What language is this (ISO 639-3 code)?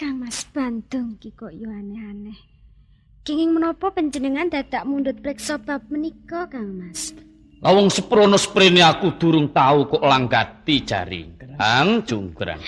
jav